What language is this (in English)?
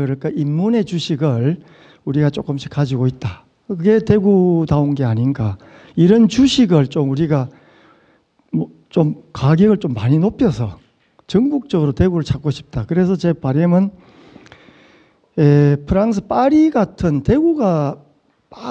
Korean